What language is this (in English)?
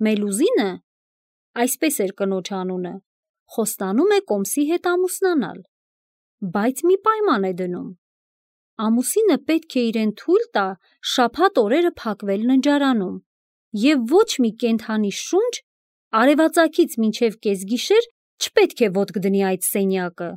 Armenian